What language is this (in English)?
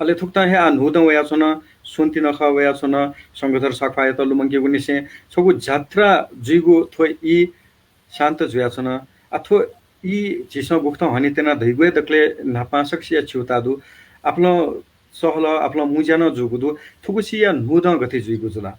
Newari